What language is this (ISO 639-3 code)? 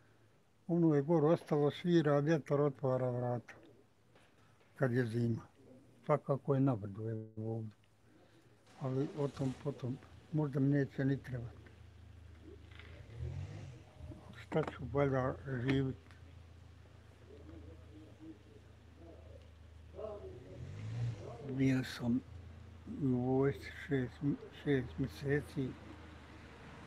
bos